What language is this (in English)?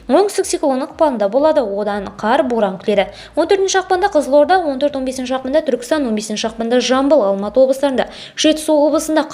Kazakh